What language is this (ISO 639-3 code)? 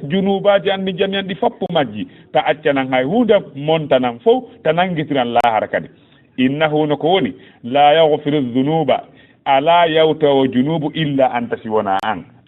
ful